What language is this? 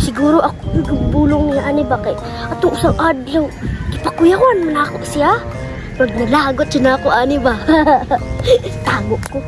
Cebuano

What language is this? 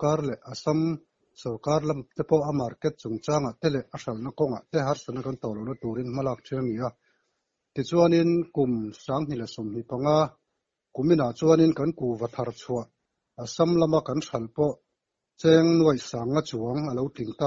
Mizo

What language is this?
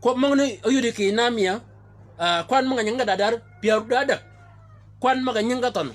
Shilluk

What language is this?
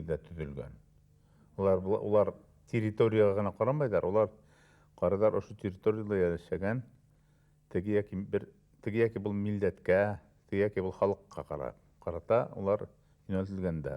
Bashkir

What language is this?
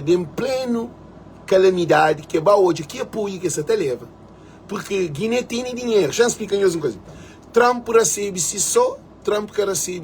Kabuverdianu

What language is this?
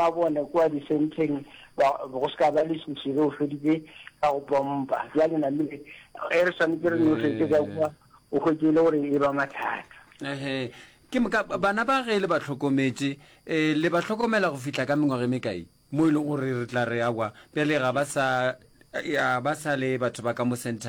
Northern Sotho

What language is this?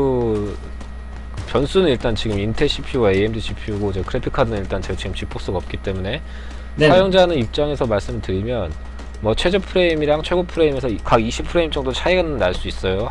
Korean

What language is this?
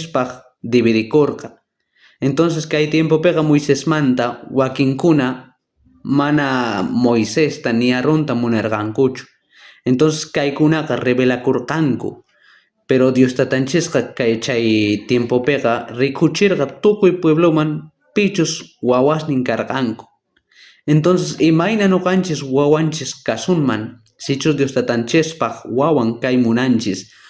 South Bolivian Quechua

